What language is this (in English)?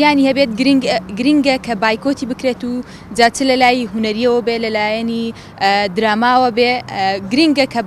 Central Kurdish